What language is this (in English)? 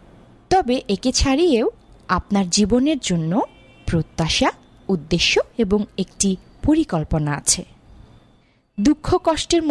Bangla